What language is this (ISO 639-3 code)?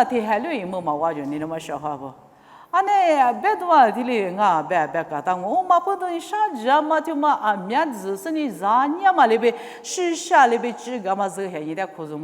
lis